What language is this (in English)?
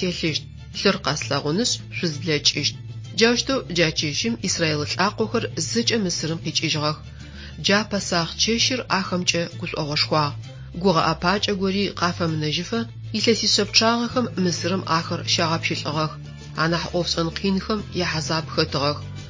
Adyghe